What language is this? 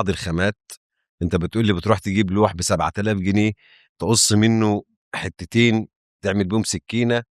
Egyptian Arabic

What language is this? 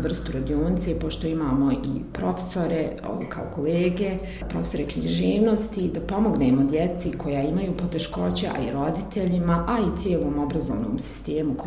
Bosnian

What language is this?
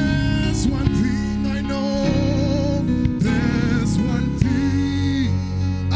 Southern Sotho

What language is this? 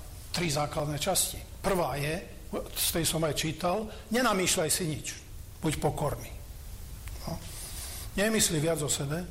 Slovak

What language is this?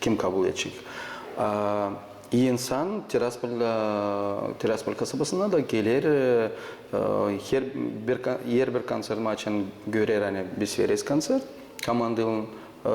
Gagauz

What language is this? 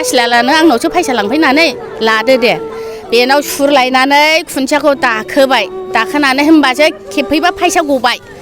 Bodo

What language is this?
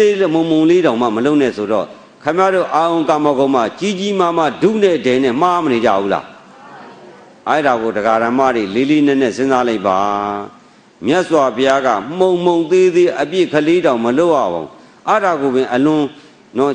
Burmese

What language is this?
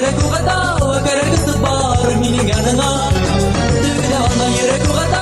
Bashkir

